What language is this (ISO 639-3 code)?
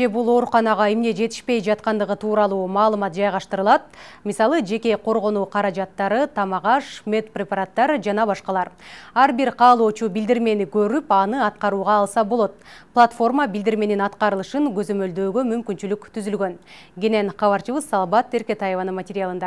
kir